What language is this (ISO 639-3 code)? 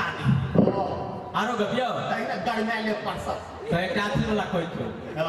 mai